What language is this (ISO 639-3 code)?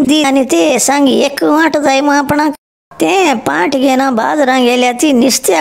kok